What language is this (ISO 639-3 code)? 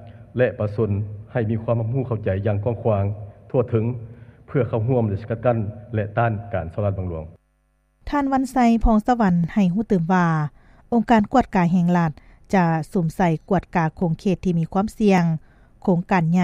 lao